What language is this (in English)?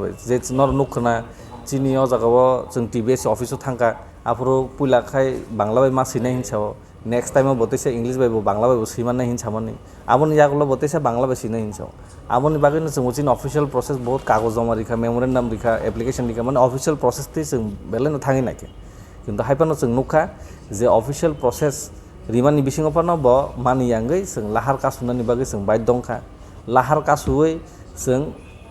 Kok Borok